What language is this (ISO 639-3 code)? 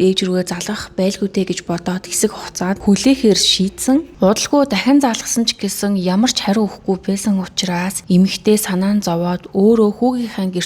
mon